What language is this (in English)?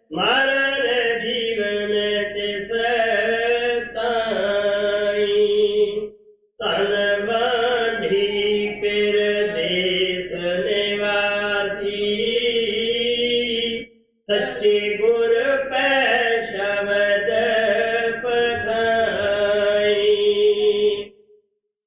Punjabi